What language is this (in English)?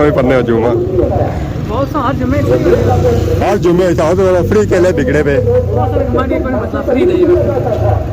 Pahari-Potwari